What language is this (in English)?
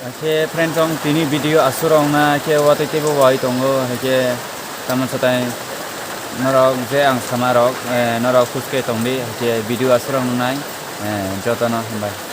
Kok Borok